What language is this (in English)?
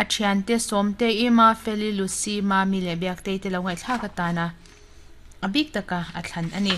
Mizo